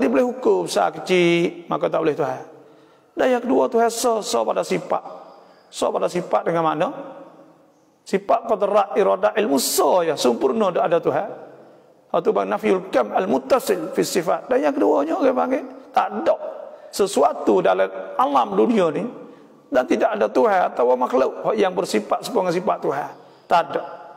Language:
Malay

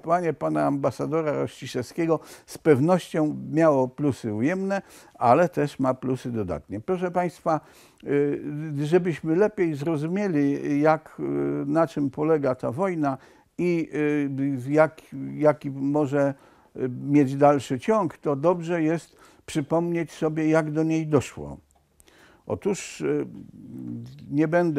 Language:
Polish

